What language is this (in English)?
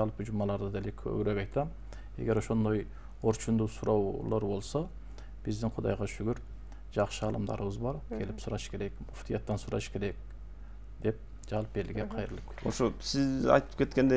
Kyrgyz